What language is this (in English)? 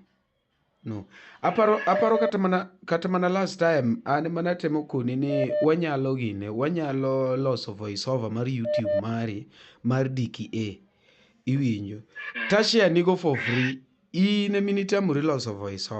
Luo (Kenya and Tanzania)